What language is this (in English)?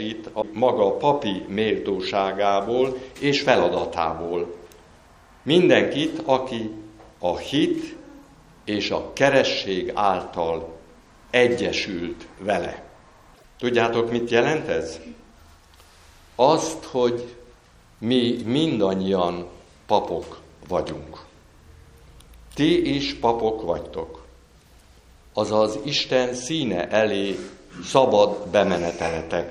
Hungarian